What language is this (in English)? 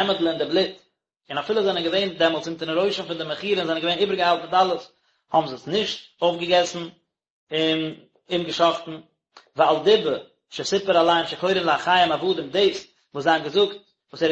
Yiddish